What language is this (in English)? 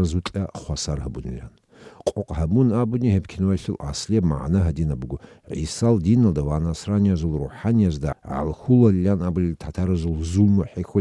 Avaric